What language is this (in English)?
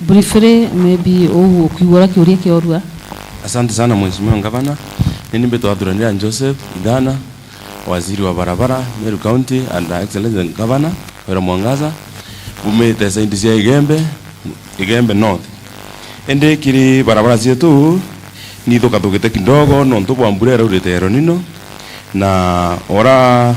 Meru